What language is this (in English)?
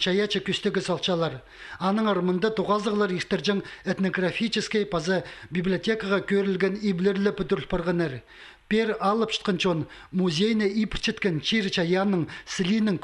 Khakas